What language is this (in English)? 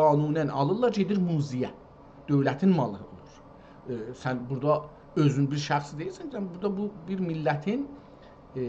South Azerbaijani